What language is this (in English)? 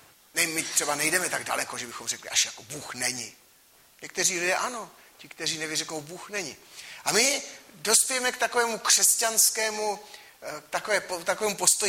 Czech